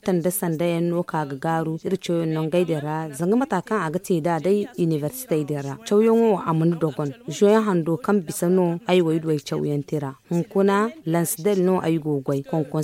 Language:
Zarma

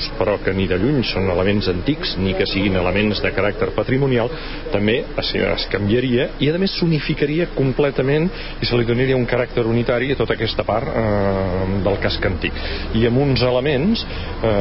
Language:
Catalan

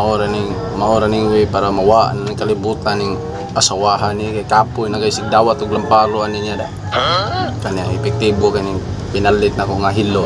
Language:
Cebuano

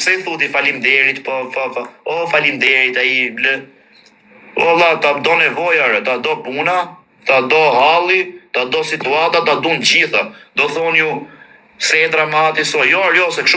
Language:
Albanian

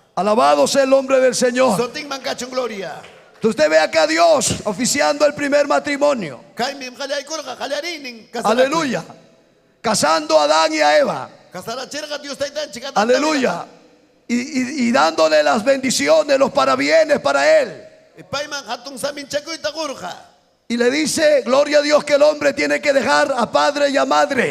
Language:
Ayacucho Quechua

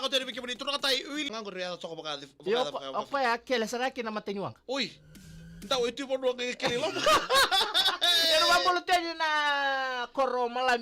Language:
Fijian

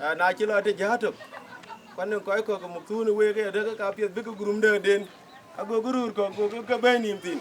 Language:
Dinka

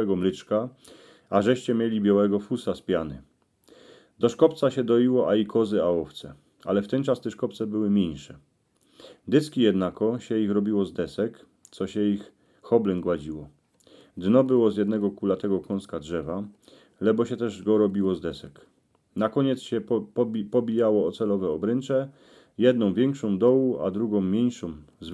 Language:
Silesian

